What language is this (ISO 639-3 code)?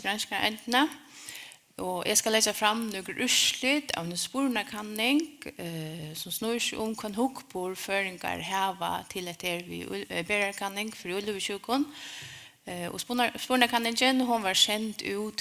fao